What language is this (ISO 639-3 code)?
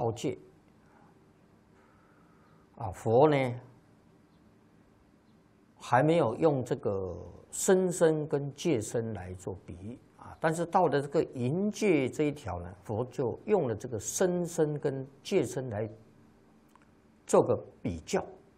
zho